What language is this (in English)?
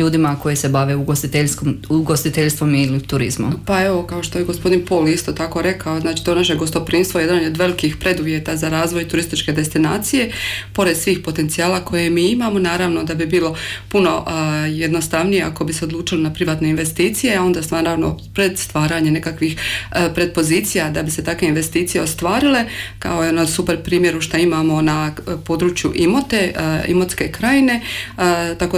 Croatian